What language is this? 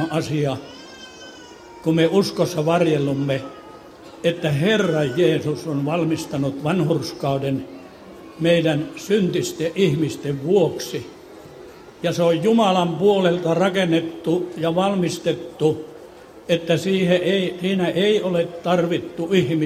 Finnish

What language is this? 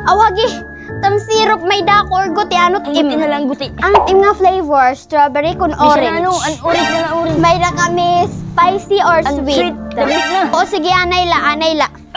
Waray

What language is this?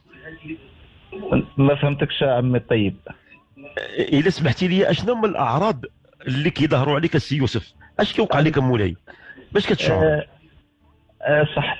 Moroccan Arabic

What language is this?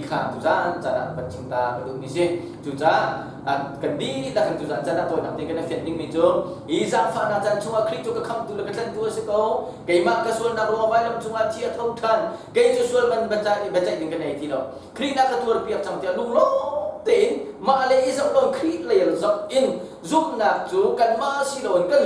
Hakha Chin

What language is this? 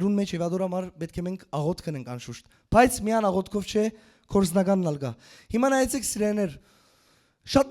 Western Armenian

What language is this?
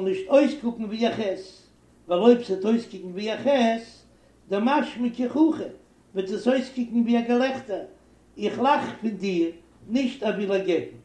Yiddish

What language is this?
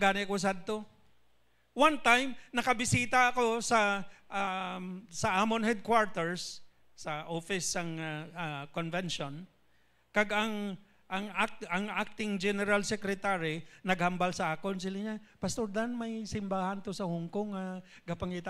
Hiligaynon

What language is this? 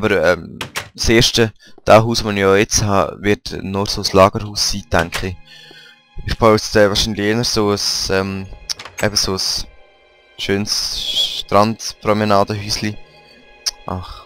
Swiss German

